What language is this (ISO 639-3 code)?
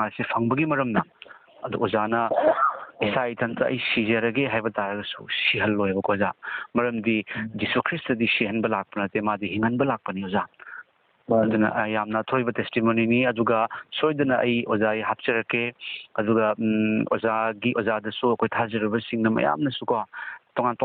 mni